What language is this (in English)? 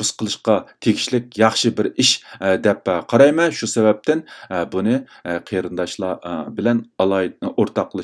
Uyghur